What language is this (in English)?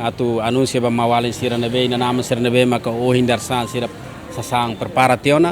Tetum